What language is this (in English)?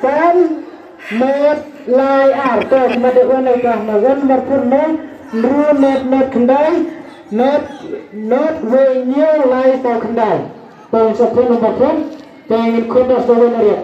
Khasi